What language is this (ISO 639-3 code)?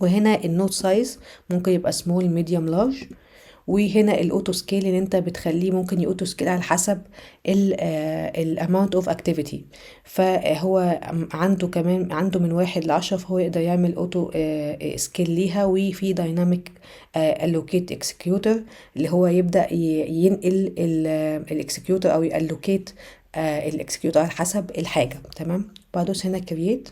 arz